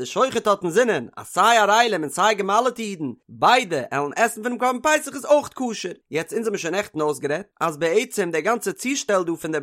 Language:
Yiddish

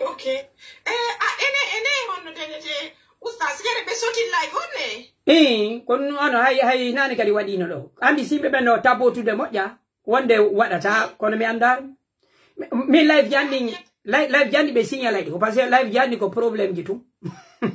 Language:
Pular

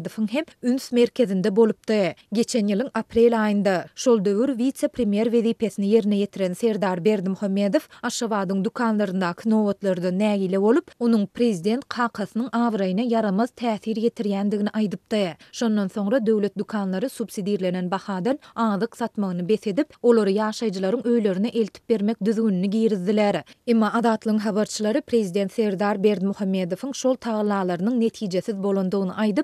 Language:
Turkmen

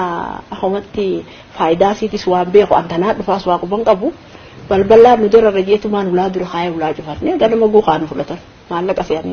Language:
Oromo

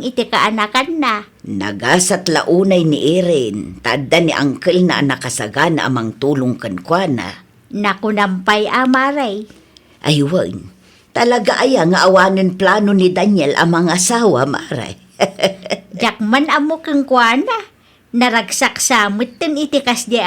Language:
Iloko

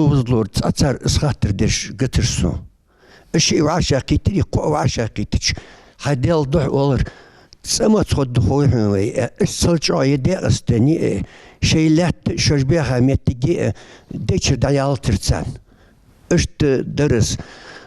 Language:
Ingush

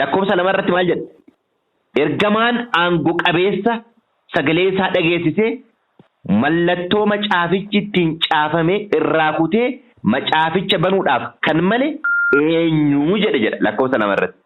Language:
Oromo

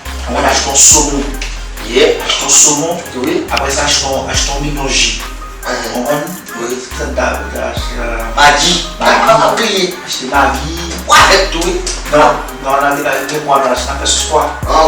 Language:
Haitian Creole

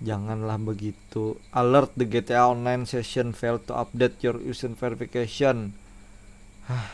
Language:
Banjar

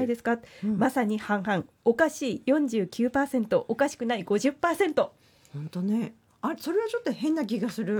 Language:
Japanese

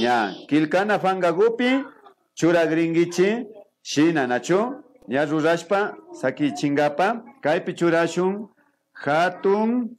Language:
Imbabura Highland Quichua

